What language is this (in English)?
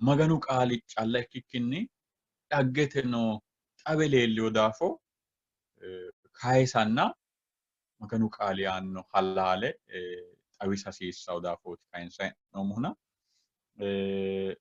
Sidamo